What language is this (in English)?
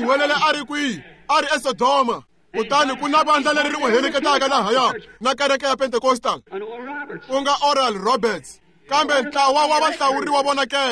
Tsonga